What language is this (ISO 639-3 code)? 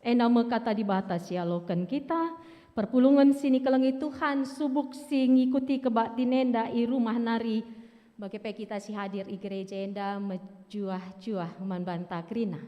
btx